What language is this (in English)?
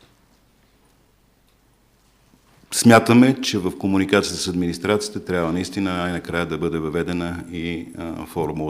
Bulgarian